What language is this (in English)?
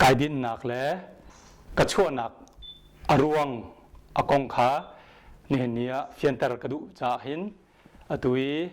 Hakha Chin